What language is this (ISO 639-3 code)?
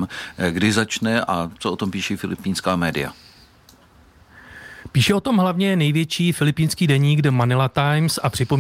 ces